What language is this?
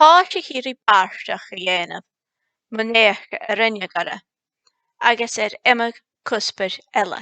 Scottish Gaelic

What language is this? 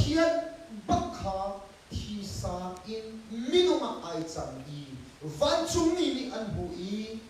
Hakha Chin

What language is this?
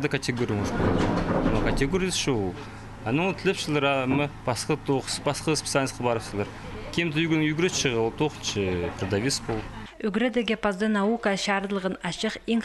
Khakas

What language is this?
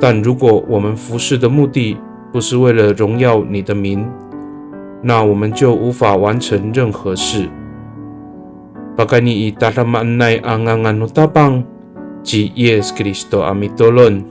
Amis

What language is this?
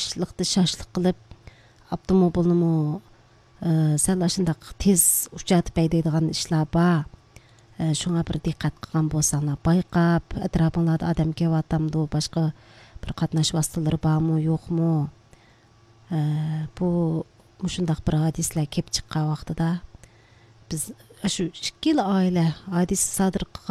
Uyghur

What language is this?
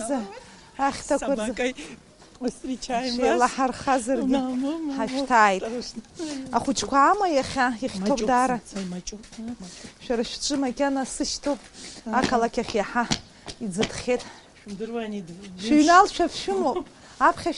Abkhazian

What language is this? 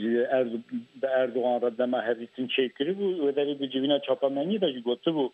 Kurdish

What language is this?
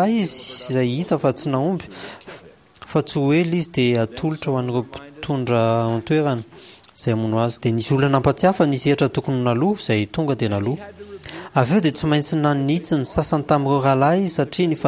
Malagasy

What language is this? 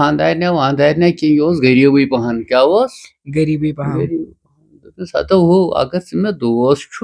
Kashmiri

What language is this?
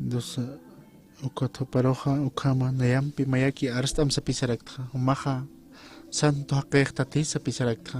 Aymara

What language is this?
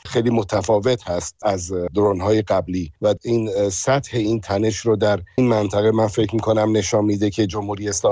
Persian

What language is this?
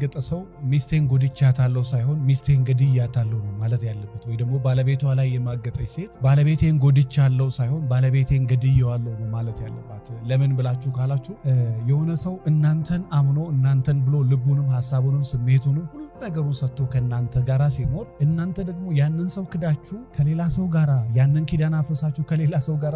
Amharic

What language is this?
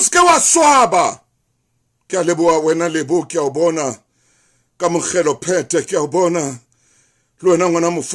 Southern Sotho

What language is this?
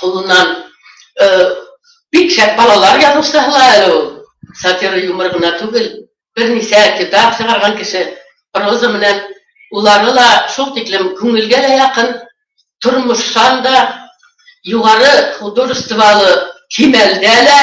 Bashkir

